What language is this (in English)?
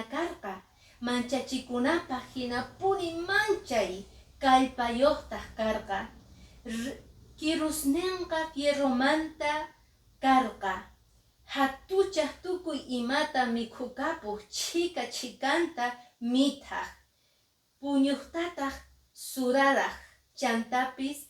Quechua